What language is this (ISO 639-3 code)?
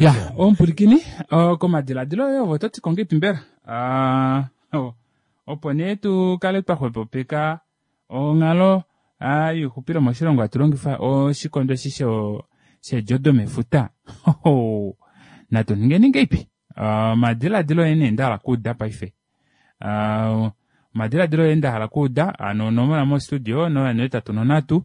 kua